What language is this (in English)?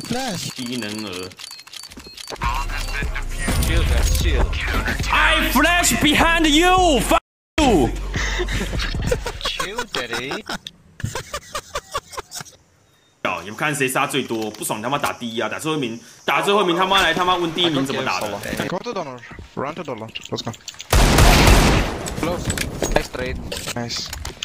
Chinese